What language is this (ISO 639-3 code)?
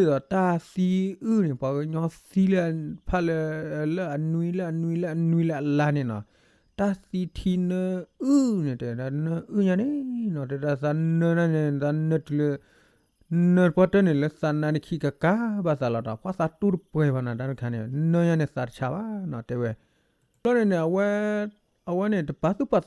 ksw